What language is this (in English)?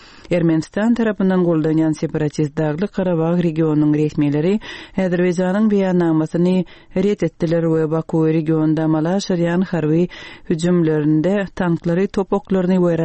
Turkmen